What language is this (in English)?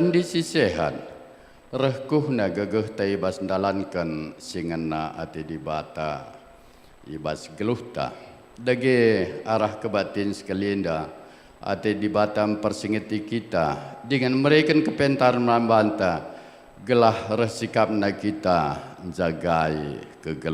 Batak Karo